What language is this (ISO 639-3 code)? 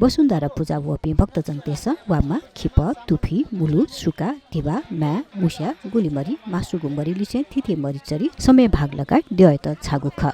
new